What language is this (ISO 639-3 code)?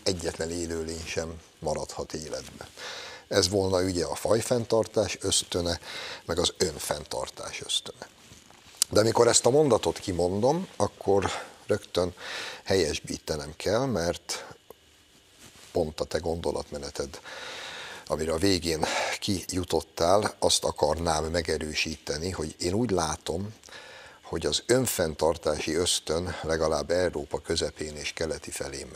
hun